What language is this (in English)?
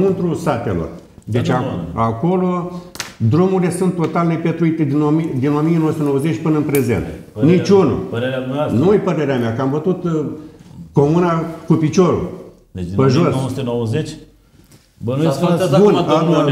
Romanian